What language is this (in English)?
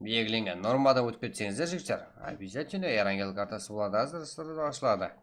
Kara-Kalpak